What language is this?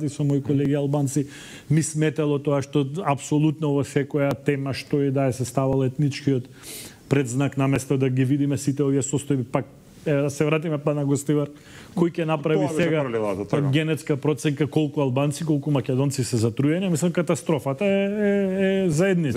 Macedonian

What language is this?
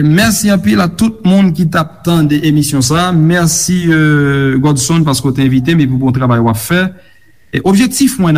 Haitian Creole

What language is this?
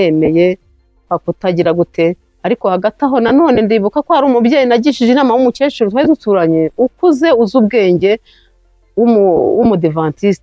Kinyarwanda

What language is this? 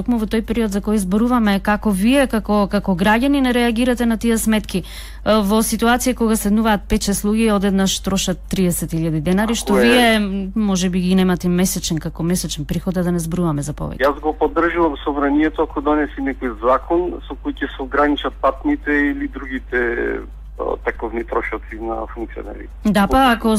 Macedonian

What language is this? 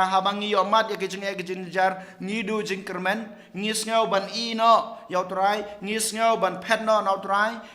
Khasi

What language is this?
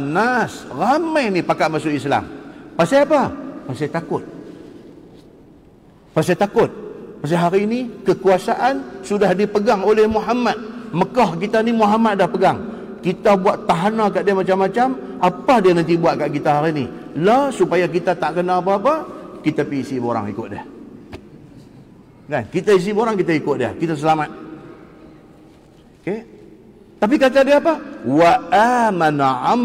Malay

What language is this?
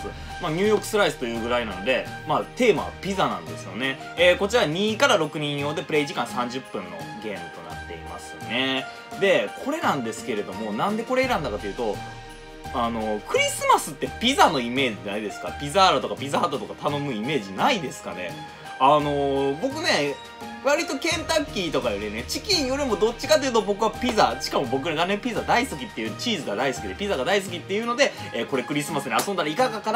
Japanese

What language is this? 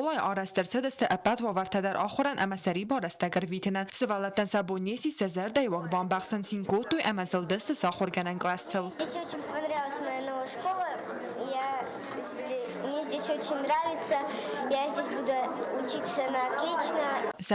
Ossetic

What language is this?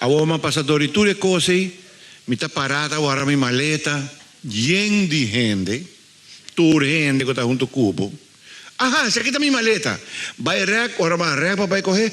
Papiamento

